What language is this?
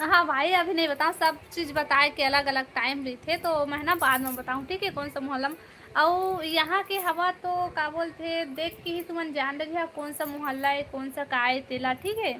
Chhattisgarhi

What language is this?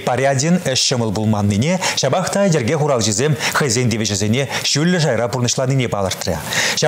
Chuvash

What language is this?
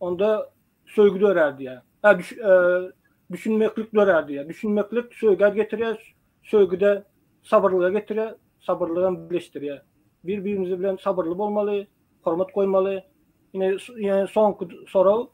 Turkmen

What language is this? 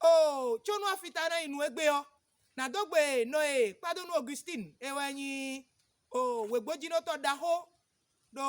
Fon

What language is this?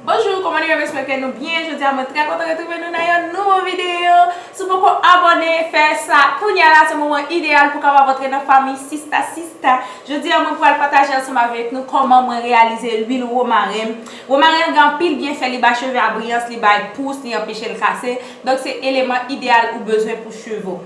Haitian Creole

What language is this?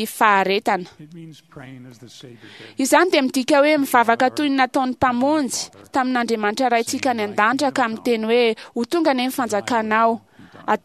Malagasy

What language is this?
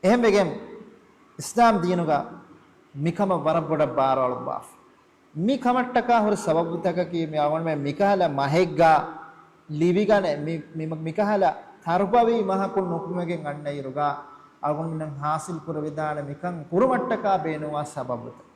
Divehi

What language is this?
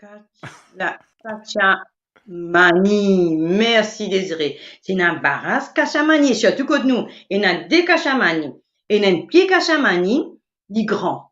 Morisyen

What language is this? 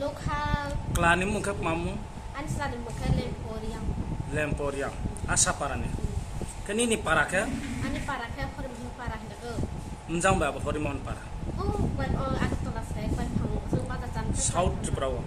Riang (India)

